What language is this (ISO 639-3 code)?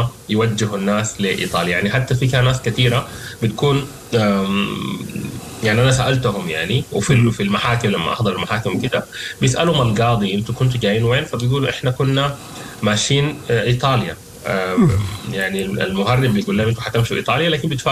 apd